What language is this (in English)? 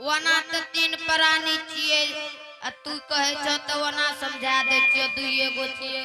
Angika